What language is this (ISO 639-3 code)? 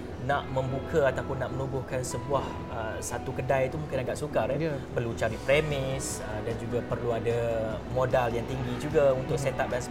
msa